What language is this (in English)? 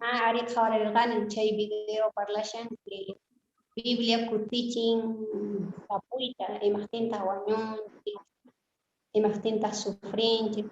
Quechua